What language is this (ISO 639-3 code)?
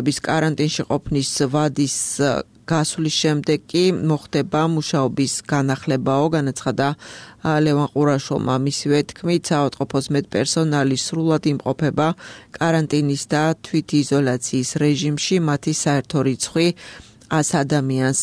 kat